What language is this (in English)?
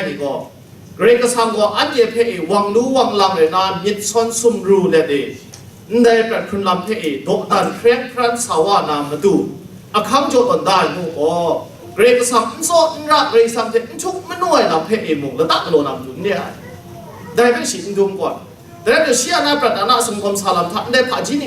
Kachin